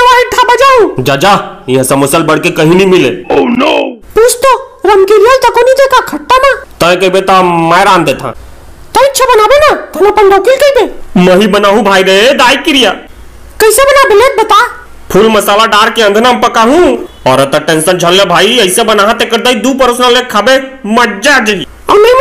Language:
Chhattisgarhi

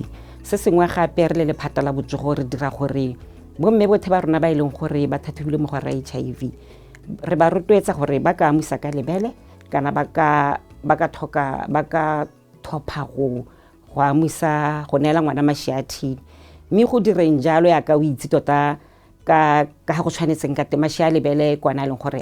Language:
Tswana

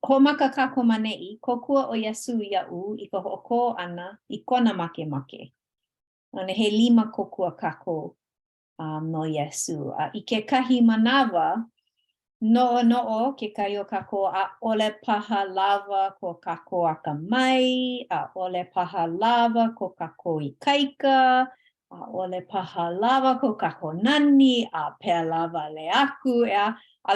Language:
Hawaiian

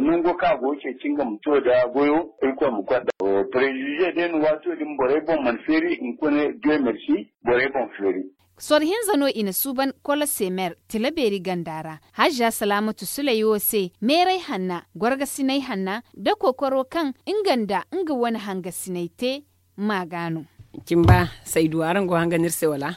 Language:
Zarma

